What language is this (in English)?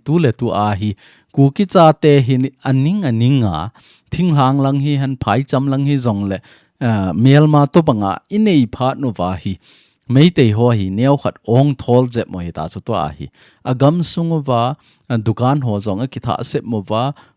Thado Chin